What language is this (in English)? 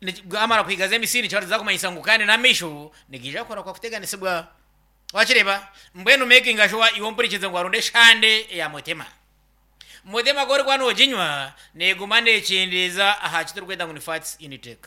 Nyankole